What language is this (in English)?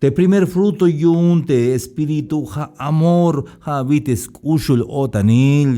Tzeltal